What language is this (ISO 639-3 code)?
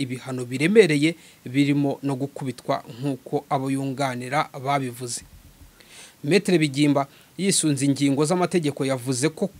kin